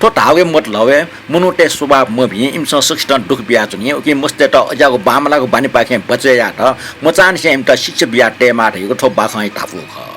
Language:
Newari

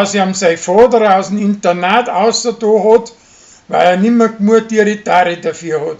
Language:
Bavarian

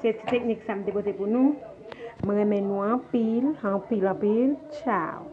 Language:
Haitian Creole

